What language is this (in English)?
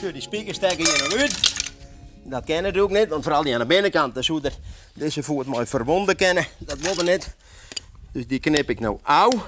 Western Frisian